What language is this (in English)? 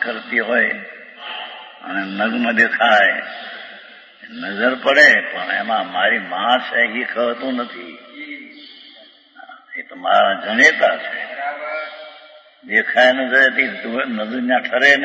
Gujarati